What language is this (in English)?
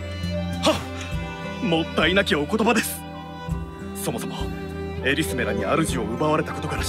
Japanese